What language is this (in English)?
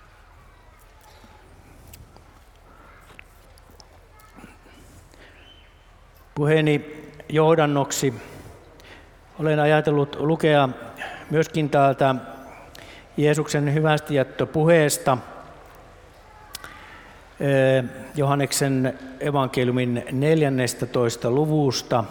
Finnish